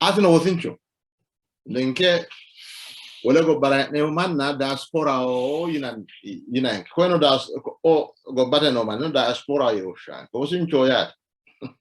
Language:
Sidamo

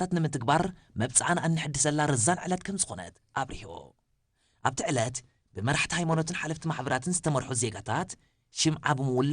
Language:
Tigrinya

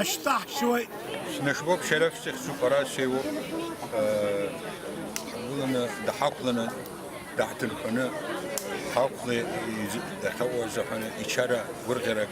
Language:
Abkhazian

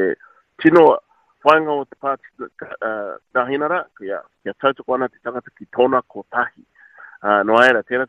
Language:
Māori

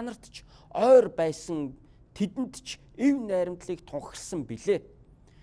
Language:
Mongolian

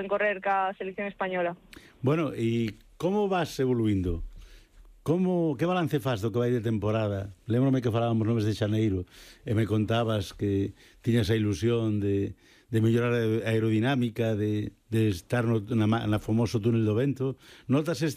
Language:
Galician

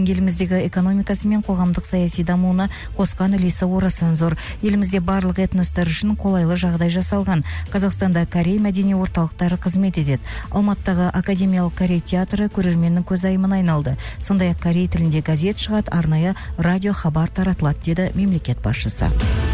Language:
Kazakh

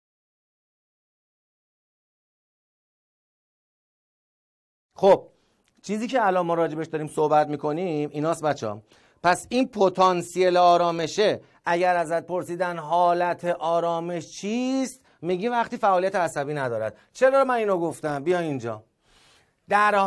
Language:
Persian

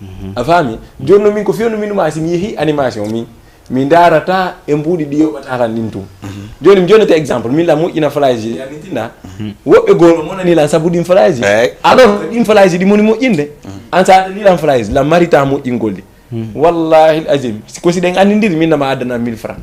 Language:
Fula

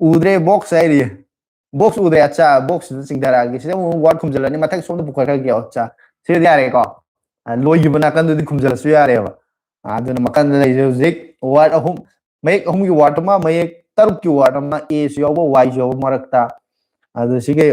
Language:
Manipuri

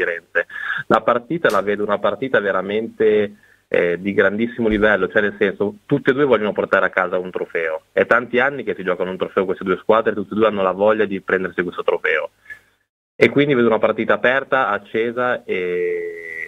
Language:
Italian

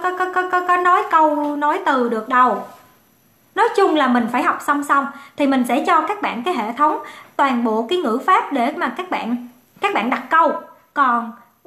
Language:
Vietnamese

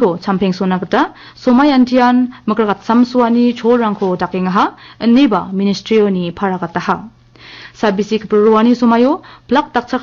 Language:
Garo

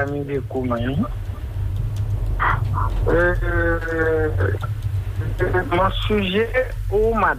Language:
French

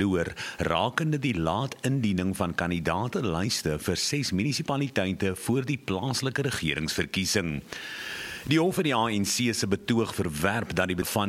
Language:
Afrikaans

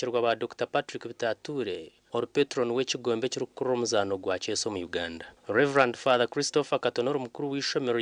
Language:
Nyankole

